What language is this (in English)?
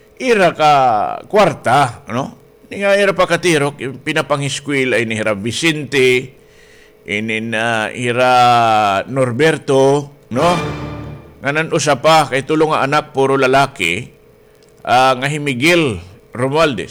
Waray